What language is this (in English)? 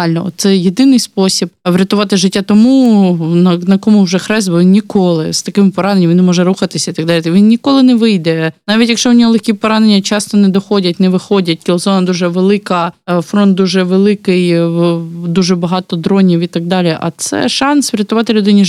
Ukrainian